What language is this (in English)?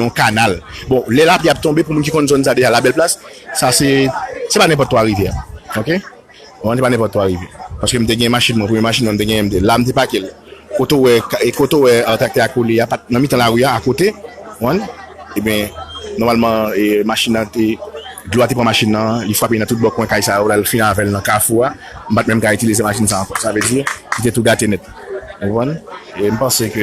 Haitian Creole